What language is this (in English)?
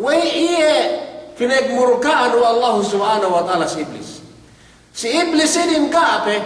Yakan